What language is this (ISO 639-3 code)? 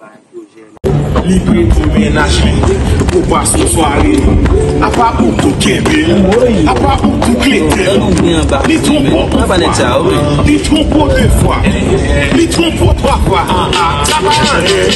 hat